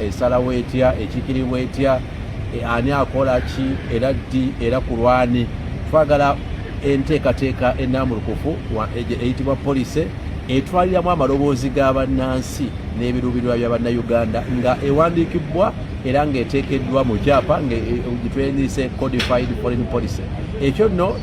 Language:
Ganda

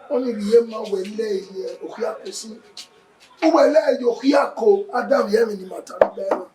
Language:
Bini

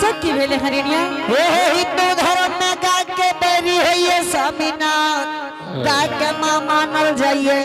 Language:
Angika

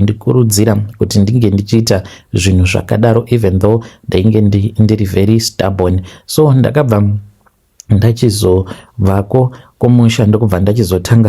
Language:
Shona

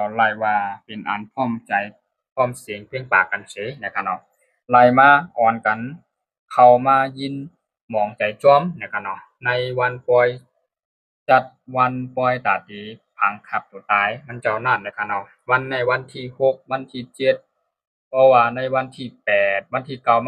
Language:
Shan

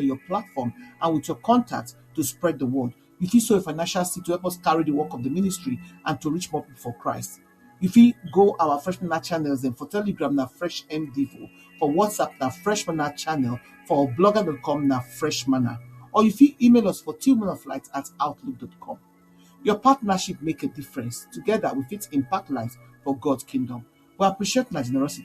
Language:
Nigerian Pidgin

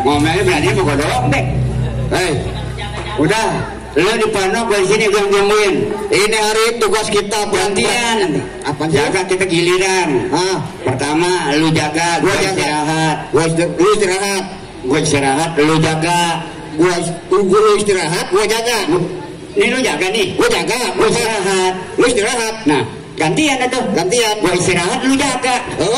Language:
Betawi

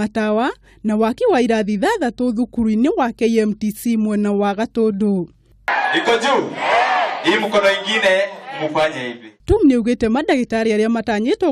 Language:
Kikuyu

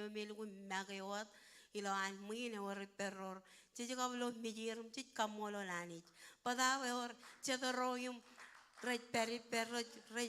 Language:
Marshallese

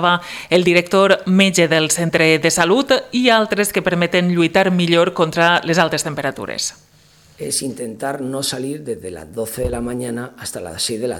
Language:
Catalan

